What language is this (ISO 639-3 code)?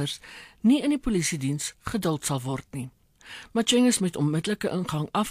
afr